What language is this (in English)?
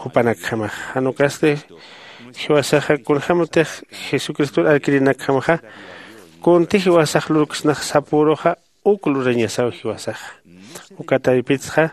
Aymara